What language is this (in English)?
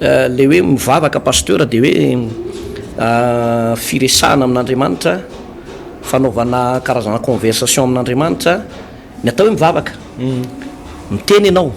Malagasy